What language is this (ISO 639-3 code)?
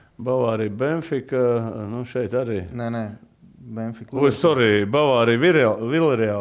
lav